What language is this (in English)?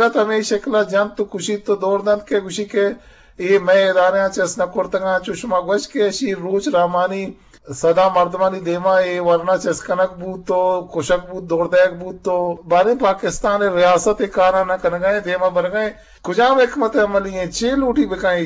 Eastern Balochi